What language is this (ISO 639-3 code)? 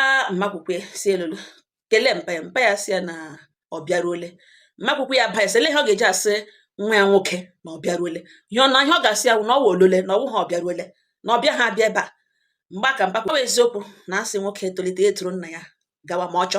ibo